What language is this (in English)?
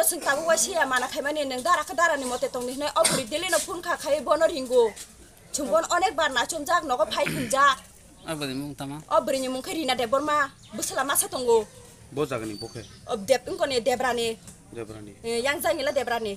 Kok Borok